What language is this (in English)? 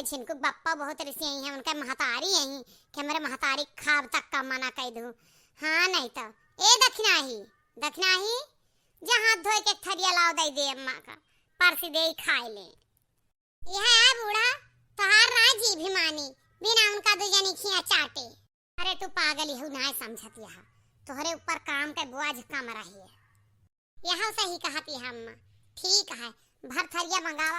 Awadhi